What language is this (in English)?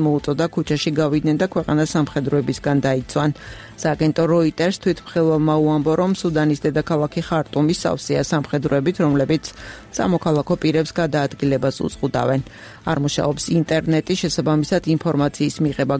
Georgian